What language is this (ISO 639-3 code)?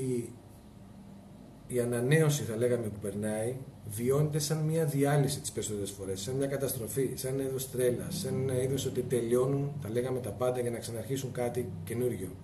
ell